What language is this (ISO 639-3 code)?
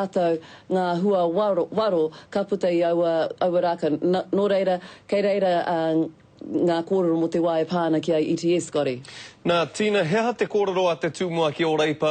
mri